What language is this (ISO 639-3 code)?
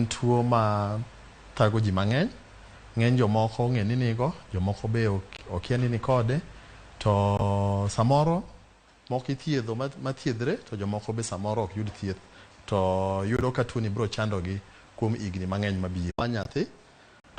luo